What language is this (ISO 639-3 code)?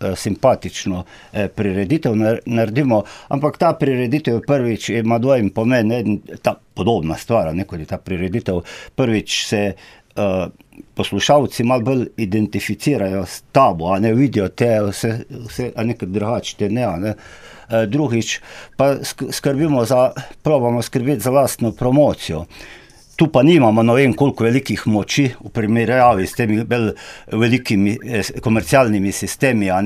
slv